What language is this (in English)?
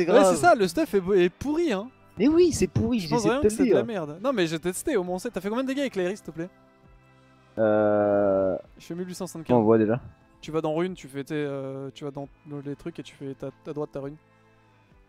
French